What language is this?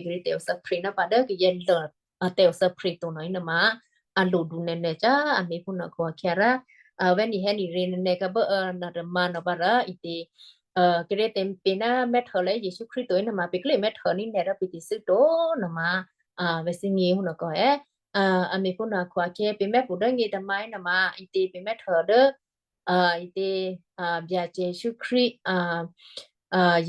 Western Kayah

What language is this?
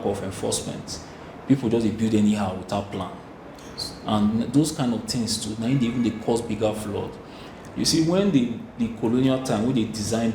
Nigerian Pidgin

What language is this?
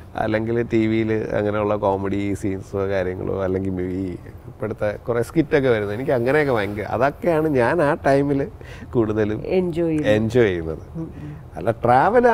Malayalam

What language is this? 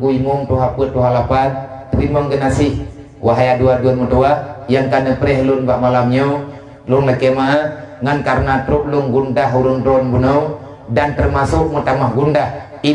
Achinese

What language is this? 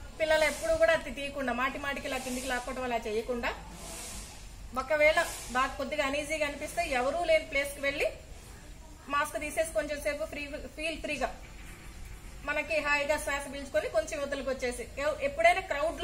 Telugu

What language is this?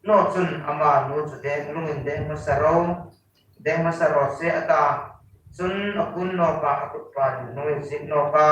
Hmar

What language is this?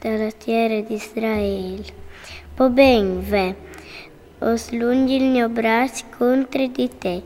Friulian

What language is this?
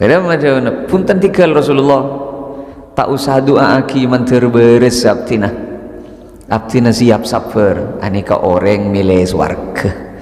Madurese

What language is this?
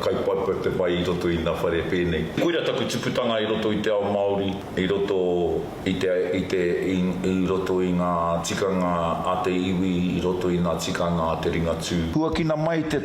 Māori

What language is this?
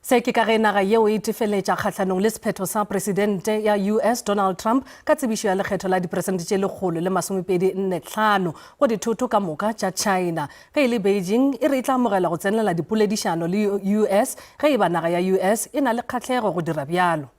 Northern Sotho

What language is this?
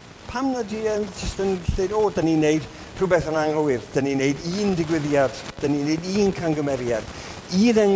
Welsh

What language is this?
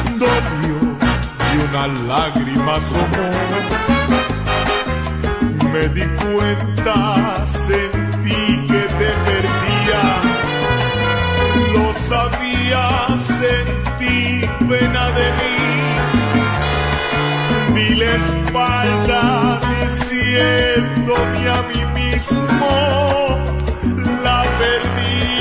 Spanish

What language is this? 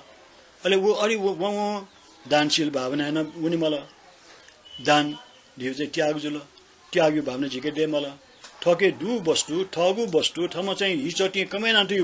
Newari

